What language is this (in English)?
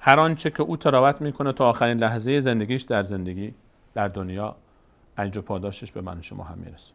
Persian